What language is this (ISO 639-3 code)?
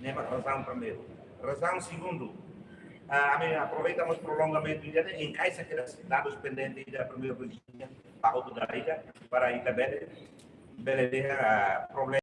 tet